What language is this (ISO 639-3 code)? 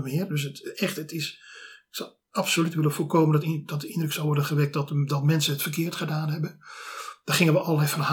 nld